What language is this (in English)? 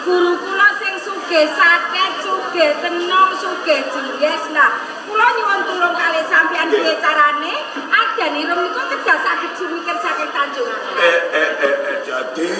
Javanese